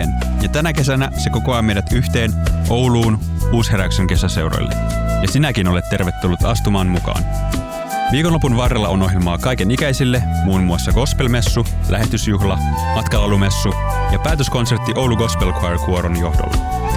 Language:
Finnish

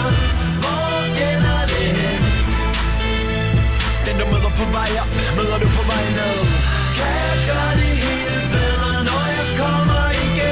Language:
Danish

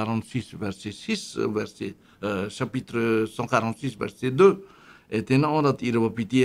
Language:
Tahitian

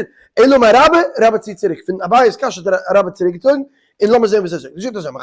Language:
Yiddish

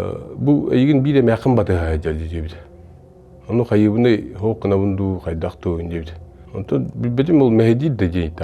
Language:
Yakut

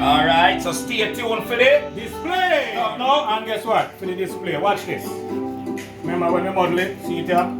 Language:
Jamaican Creole English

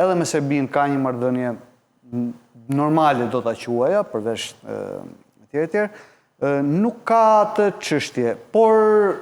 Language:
Albanian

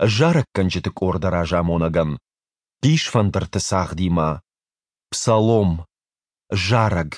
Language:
Ossetic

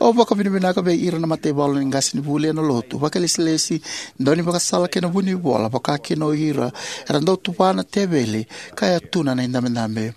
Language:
Fijian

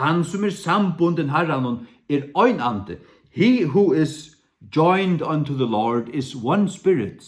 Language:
Faroese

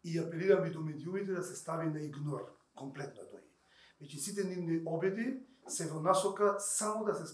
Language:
Macedonian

